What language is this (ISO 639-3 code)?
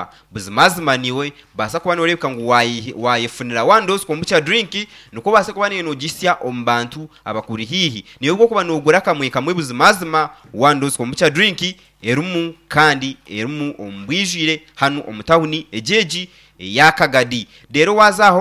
nyn